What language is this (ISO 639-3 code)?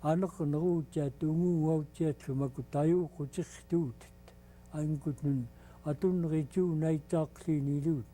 esu